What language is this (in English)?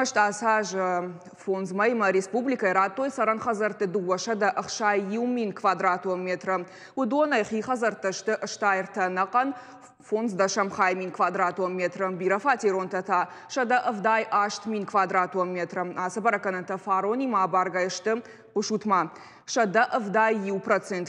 Ossetic